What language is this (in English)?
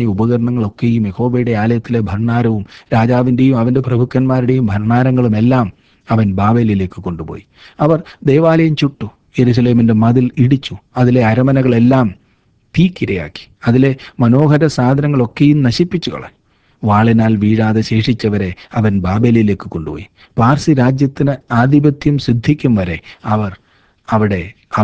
Malayalam